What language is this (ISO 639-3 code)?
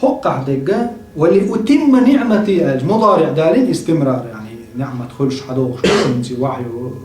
che